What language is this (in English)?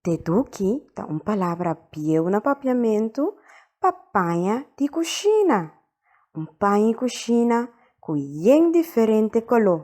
Papiamento